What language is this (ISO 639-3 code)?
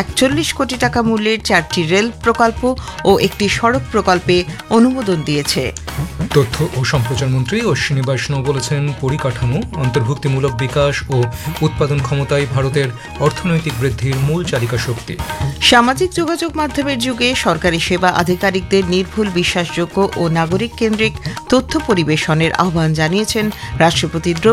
ben